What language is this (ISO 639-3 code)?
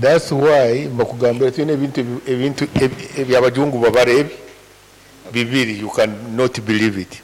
nyn